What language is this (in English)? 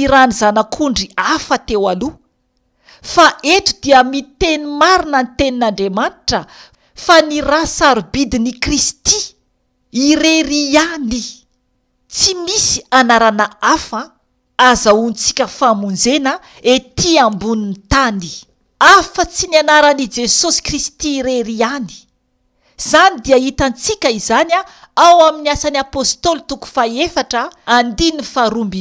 Malagasy